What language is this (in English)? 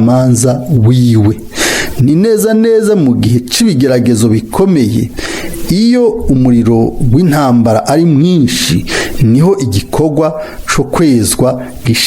Rundi